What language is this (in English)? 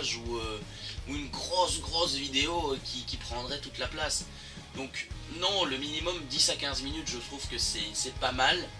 French